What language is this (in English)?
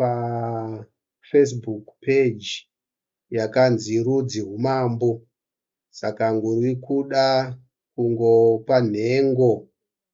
Shona